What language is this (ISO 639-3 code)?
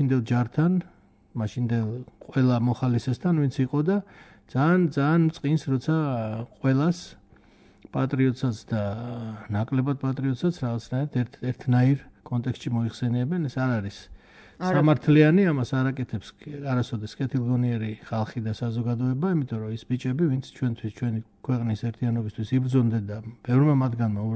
kat